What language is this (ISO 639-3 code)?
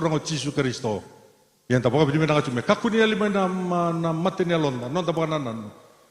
fij